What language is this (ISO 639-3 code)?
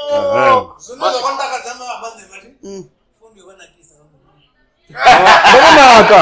ven